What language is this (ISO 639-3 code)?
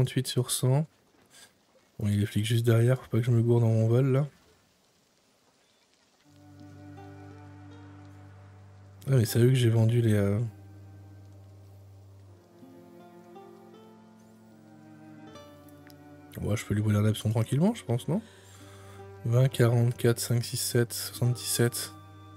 fra